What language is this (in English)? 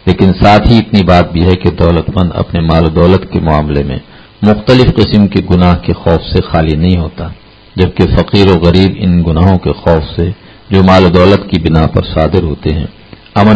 Urdu